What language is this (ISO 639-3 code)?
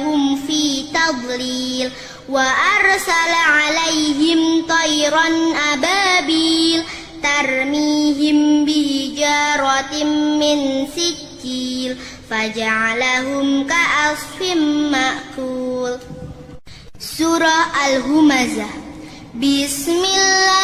ara